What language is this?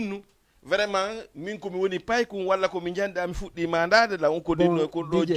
Fula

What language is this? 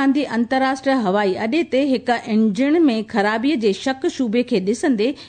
Sindhi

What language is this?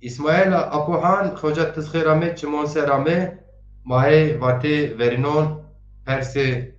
Zaza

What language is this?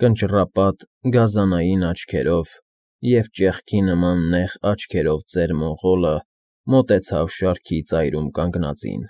Armenian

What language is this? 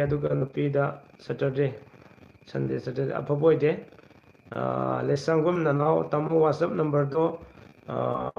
Manipuri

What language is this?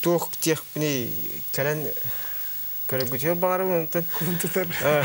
Yakut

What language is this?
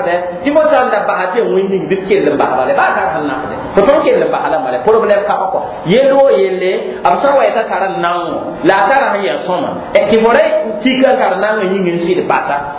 Mossi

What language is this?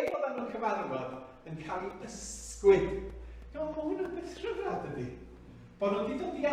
Welsh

